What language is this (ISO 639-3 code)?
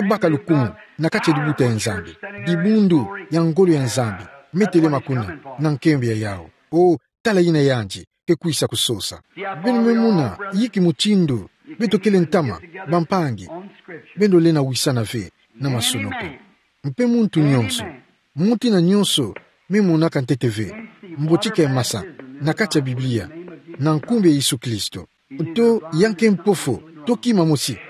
ktu